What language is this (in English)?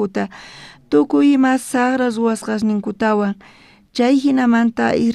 South Bolivian Quechua